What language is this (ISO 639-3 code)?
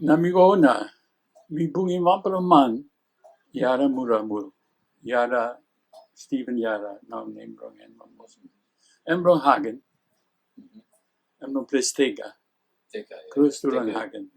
tpi